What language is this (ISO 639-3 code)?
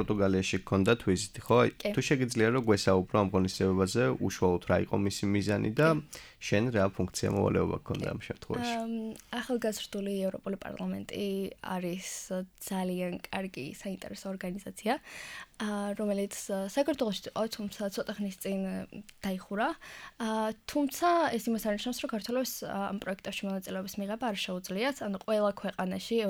kat